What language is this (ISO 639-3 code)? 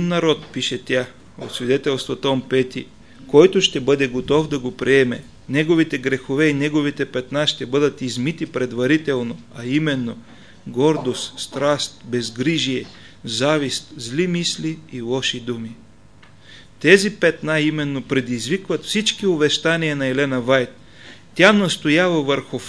bul